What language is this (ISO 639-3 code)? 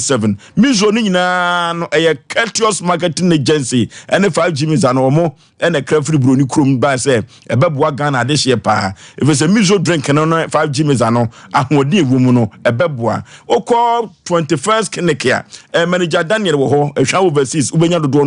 aka